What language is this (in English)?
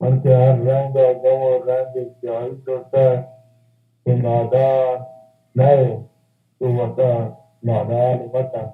Baluchi